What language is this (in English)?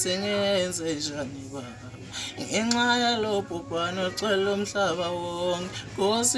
Zulu